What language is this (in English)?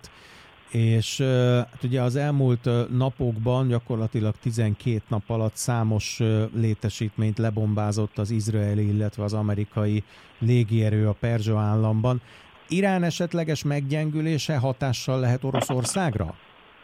Hungarian